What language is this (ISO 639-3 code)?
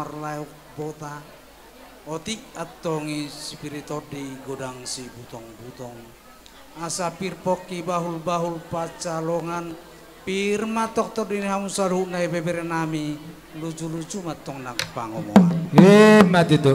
bbc